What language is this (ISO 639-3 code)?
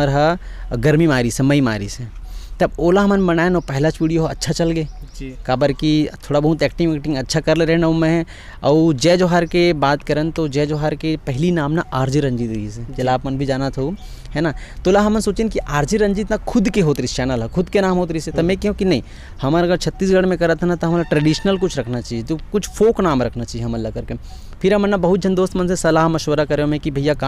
hne